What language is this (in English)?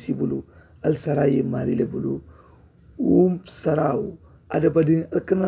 Mandingo